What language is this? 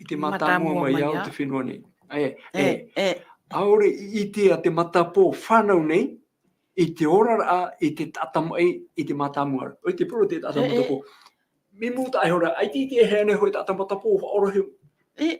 Tahitian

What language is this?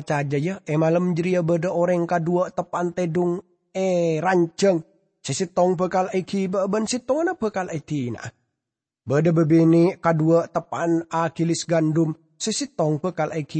Madurese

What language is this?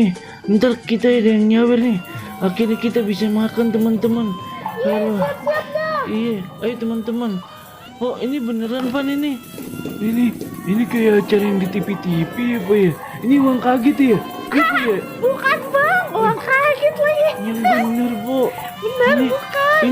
Betawi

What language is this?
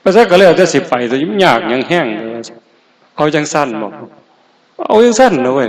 Northeastern Thai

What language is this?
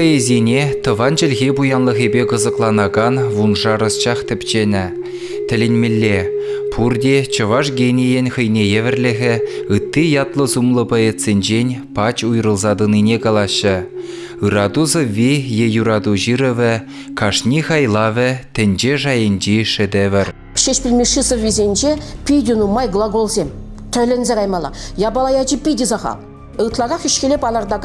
Chuvash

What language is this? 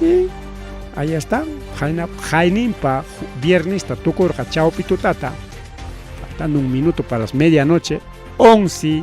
Ayacucho Quechua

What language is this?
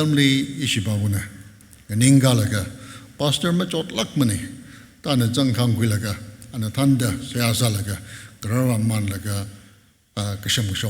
Tangkhul Naga (India)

